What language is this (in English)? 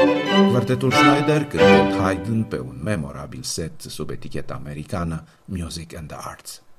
Romanian